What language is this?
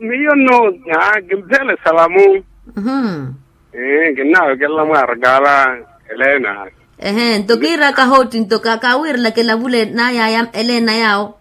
Makhuwa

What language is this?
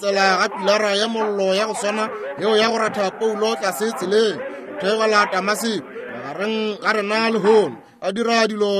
Northern Sotho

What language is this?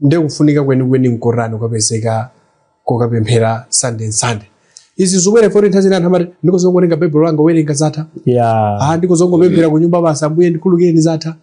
Nyanja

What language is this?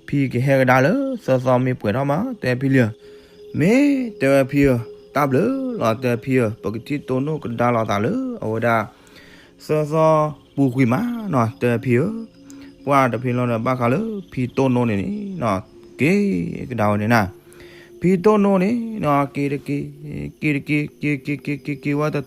S'gaw Karen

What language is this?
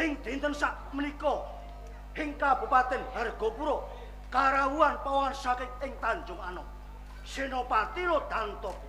Javanese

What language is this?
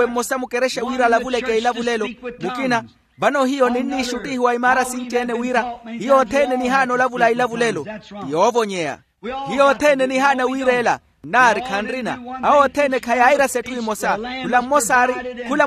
Makhuwa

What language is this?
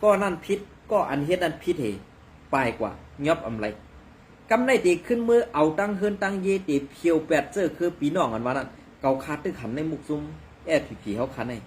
Shan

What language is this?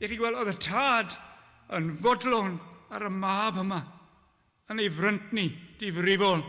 Welsh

